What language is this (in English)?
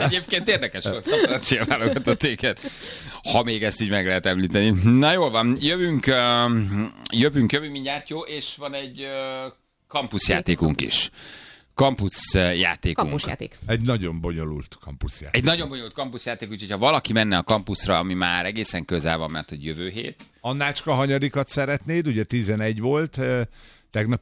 Hungarian